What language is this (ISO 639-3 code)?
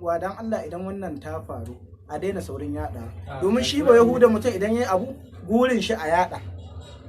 hau